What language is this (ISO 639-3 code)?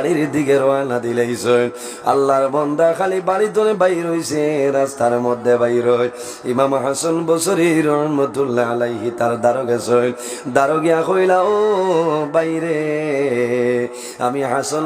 syl